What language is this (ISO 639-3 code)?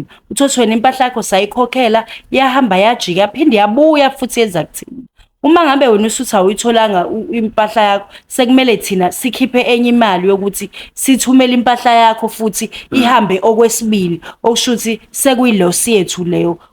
zul